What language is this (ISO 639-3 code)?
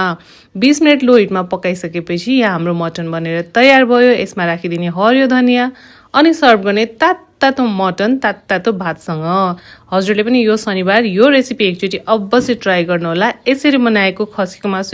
nep